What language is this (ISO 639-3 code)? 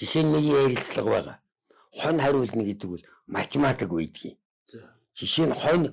mon